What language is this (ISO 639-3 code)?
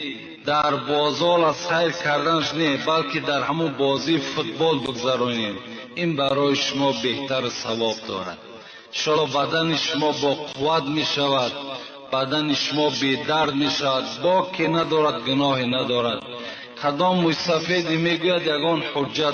tgk